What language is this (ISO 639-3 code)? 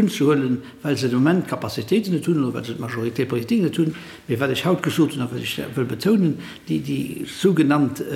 ltz